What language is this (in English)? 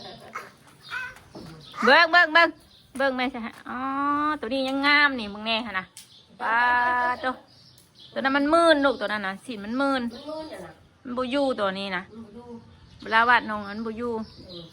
Northeastern Thai